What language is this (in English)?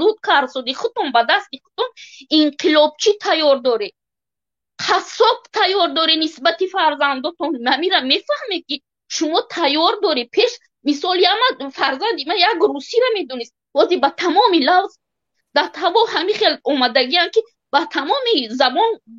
Tajik